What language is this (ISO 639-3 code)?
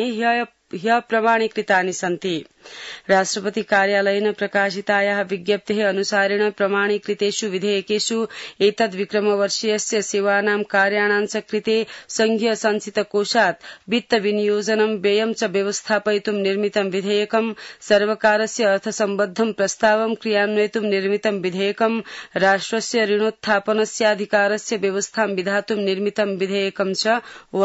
san